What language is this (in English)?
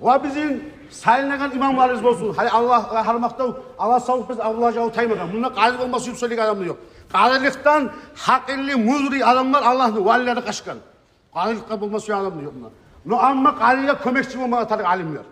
Kumyk